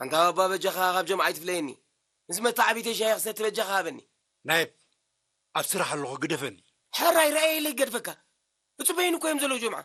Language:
Tigrinya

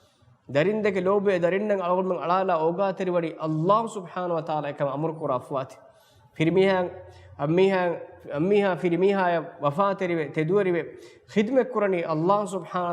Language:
Divehi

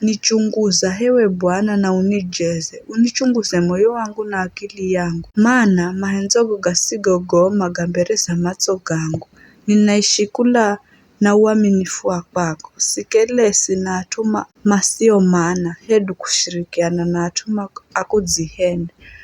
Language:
Giryama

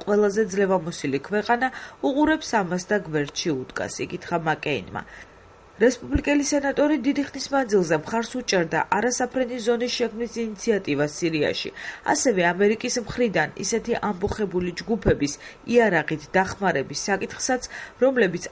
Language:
Georgian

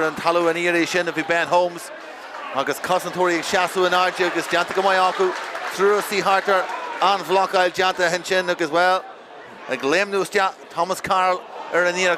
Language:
Irish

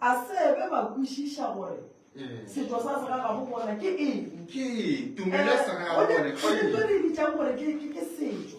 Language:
Northern Sotho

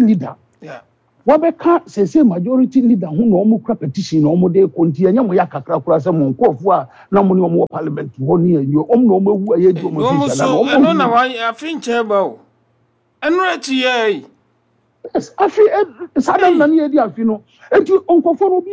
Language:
Akan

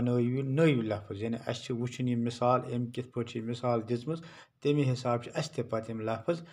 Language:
Kashmiri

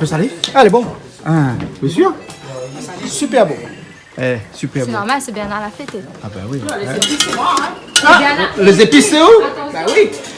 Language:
Réunion Creole French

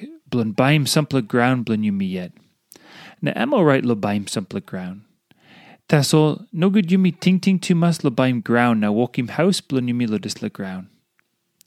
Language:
Tok Pisin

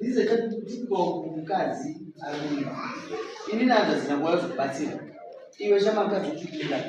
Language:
Shona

